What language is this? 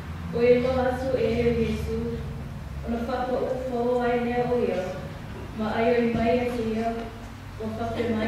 Samoan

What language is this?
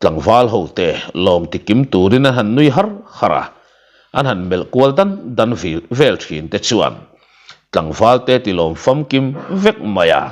Mizo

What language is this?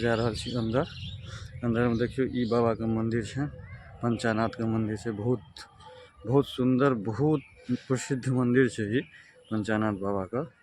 Maithili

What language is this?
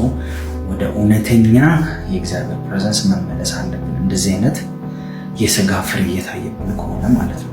Amharic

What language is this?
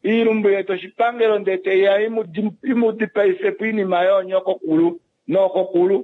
Kuanyama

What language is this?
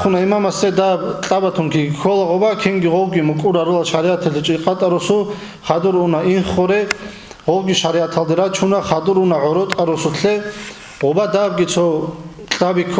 Avaric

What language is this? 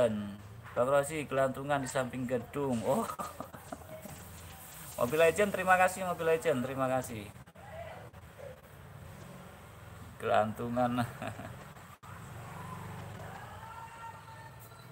Indonesian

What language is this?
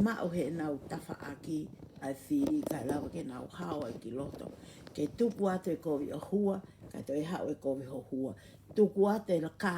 Tongan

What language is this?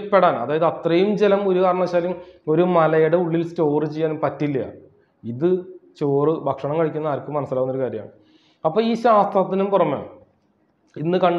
Malayalam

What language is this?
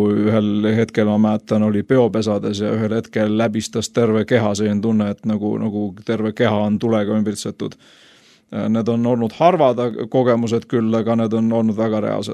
Estonian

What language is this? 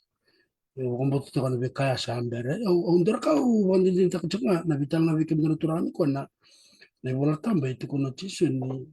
Fijian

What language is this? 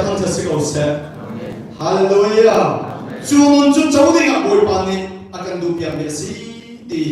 Hakha Chin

